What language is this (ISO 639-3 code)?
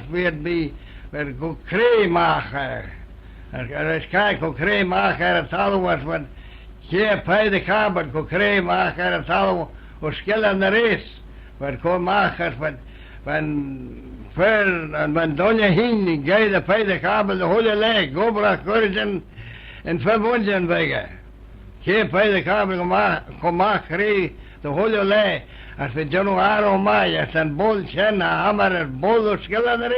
glv